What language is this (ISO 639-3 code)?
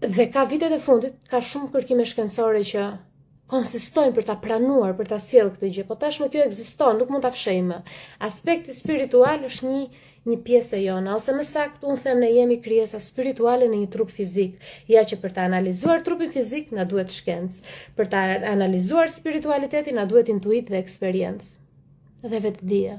sqi